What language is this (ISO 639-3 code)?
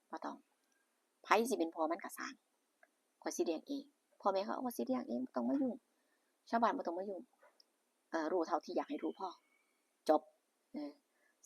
tts